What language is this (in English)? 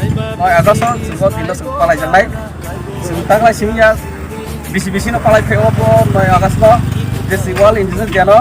Kok Borok